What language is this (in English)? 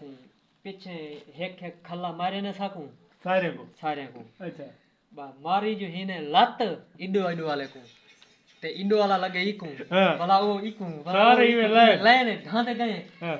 Saraiki